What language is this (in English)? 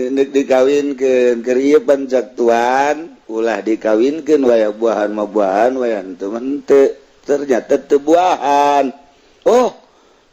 Sundanese